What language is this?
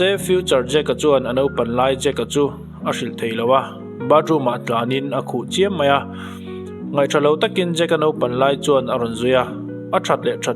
Mizo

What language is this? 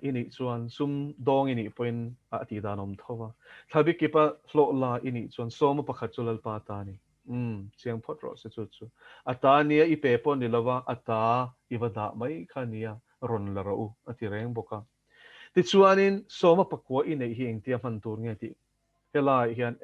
Mizo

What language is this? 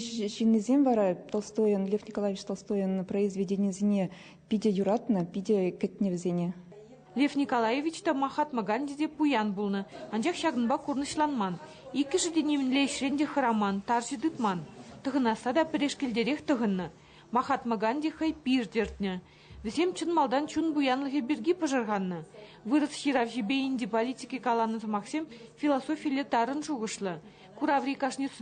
Chuvash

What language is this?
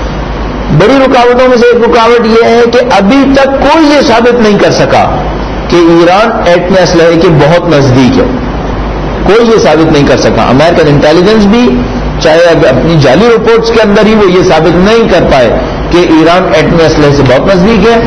Urdu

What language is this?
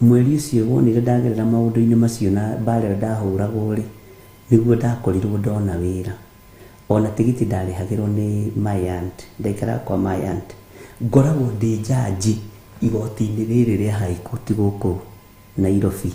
Kikuyu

